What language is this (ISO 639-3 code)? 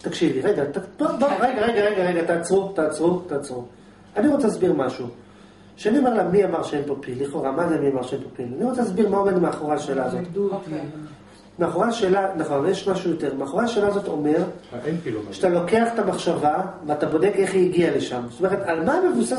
heb